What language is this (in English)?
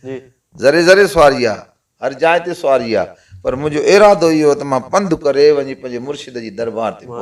Sindhi